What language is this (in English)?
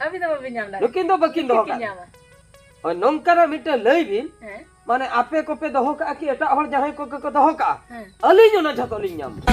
Santali